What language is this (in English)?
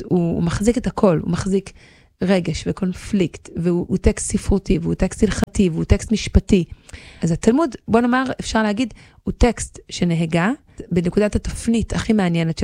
Hebrew